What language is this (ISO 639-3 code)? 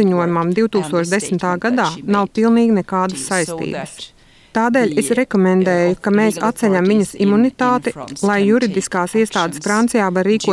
lav